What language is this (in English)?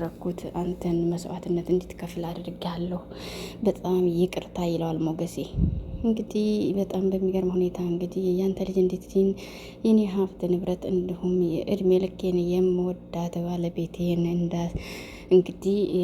Amharic